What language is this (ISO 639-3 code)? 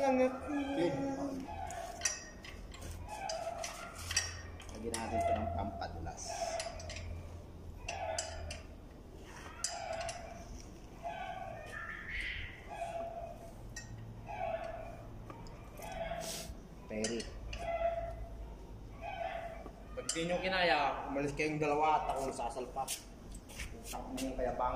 fil